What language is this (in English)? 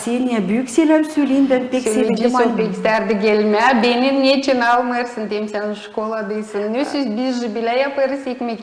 Gagauz